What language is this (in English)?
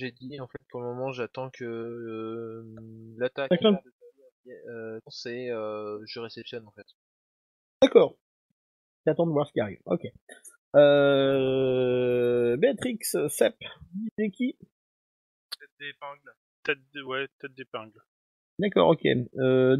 French